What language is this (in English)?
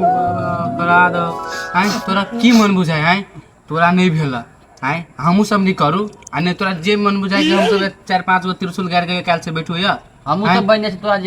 Maithili